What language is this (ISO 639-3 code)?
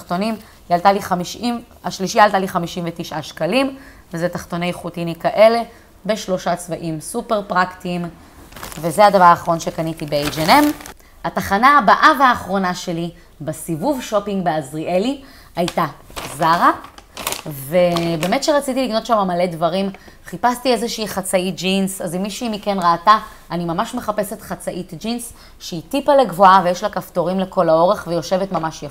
heb